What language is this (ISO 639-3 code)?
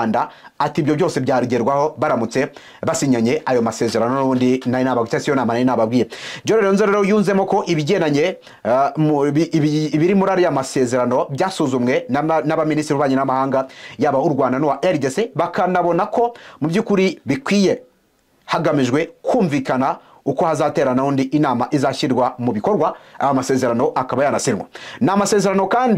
kin